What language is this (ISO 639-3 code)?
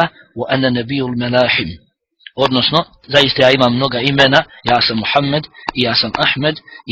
bos